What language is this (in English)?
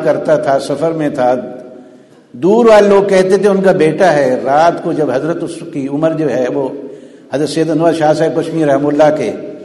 Urdu